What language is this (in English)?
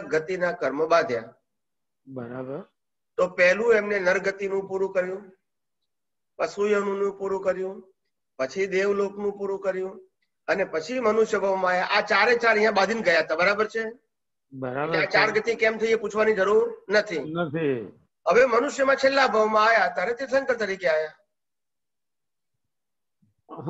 Gujarati